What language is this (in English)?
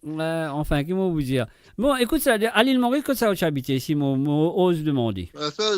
Morisyen